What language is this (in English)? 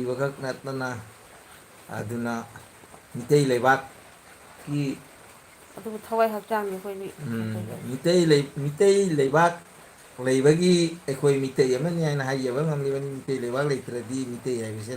Manipuri